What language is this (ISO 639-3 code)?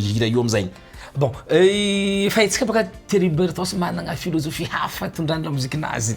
mlg